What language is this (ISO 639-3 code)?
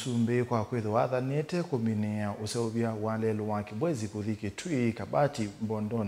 kam